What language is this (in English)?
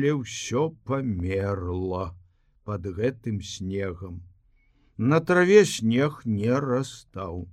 Belarusian